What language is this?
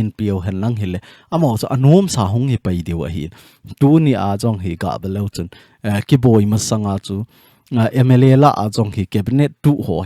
Thado Chin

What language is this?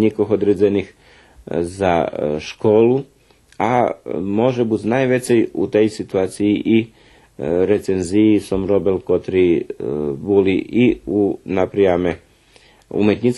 Rusyn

